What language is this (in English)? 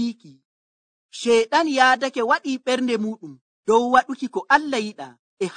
Nigerian Fulfulde